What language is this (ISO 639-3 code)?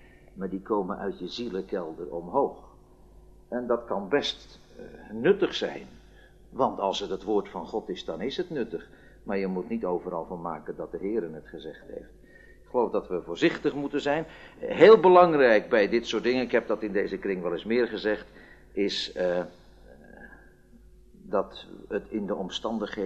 nld